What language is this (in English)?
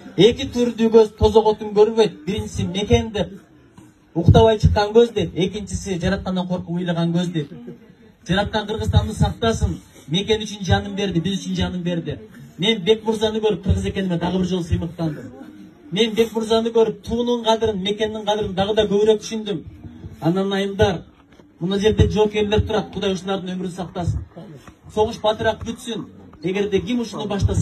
Kyrgyz